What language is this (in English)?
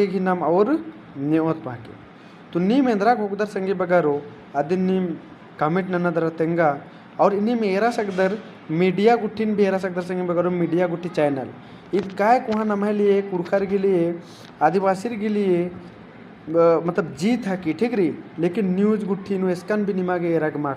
Kurukh